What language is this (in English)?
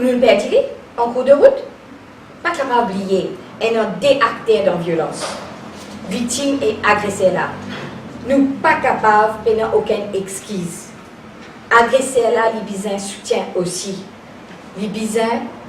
Morisyen